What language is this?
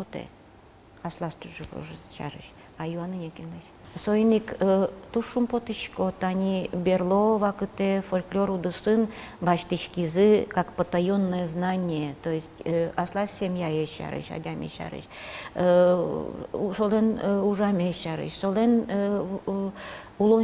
Udmurt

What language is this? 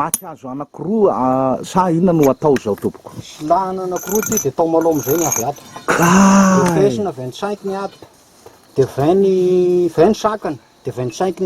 Malagasy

